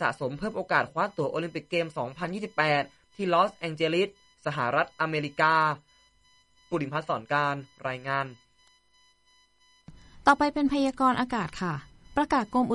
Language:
Thai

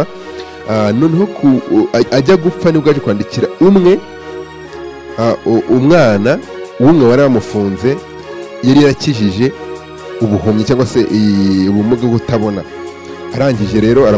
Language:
Kinyarwanda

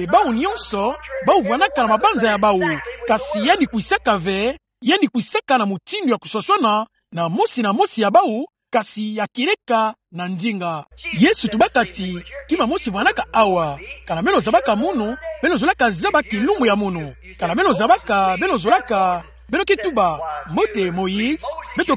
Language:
Kituba (Democratic Republic of Congo)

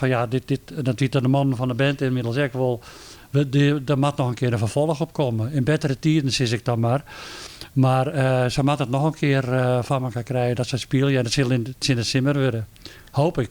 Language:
Western Frisian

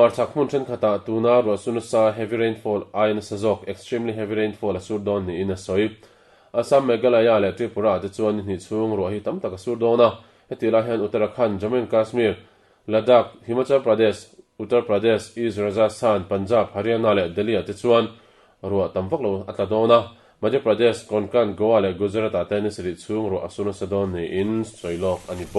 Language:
Mizo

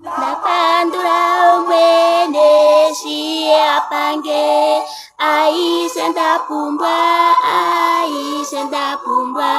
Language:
Ndonga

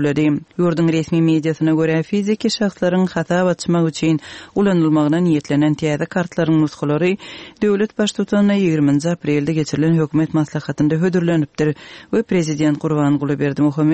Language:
Turkmen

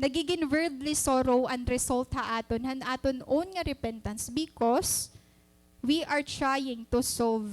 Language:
Waray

